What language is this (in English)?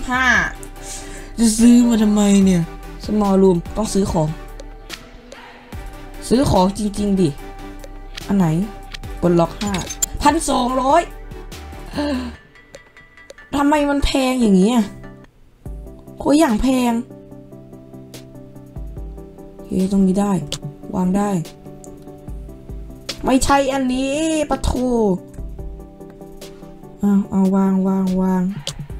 Thai